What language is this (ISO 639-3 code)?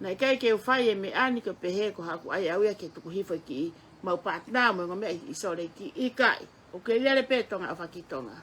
ton